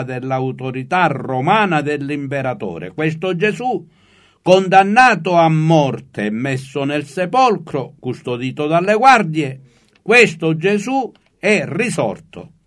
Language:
Italian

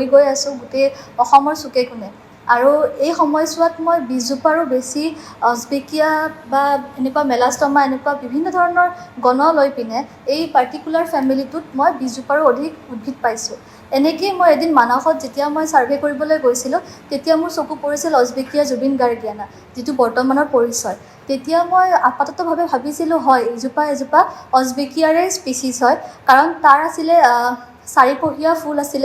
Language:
Assamese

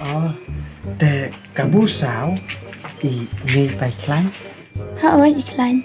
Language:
Khasi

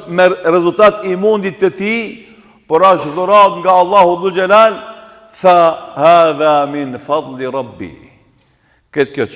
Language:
Albanian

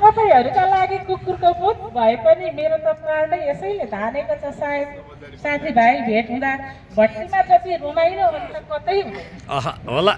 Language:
Nepali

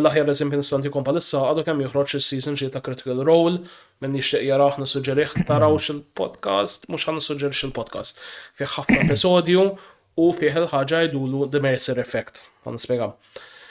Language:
Maltese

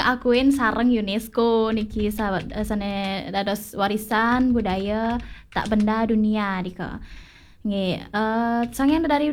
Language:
Balinese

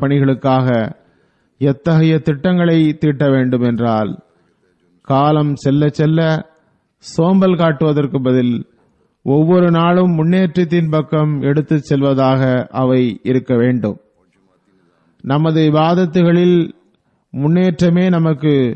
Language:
Tamil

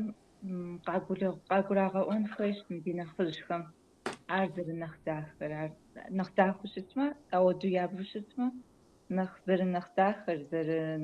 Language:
Kabardian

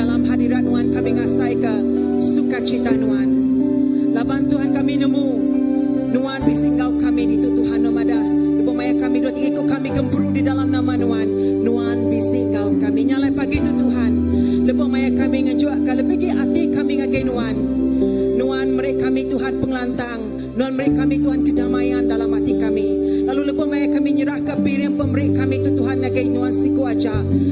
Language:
Iban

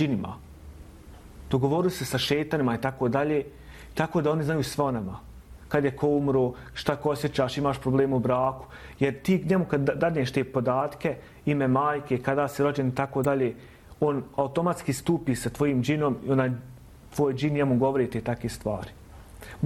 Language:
Bosnian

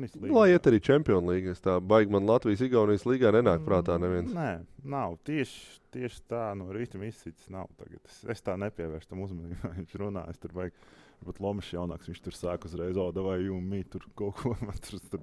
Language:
Latvian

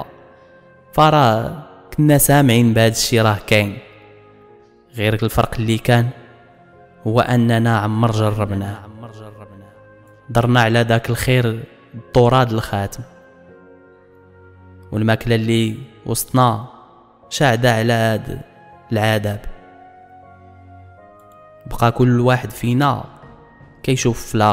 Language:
Moroccan Arabic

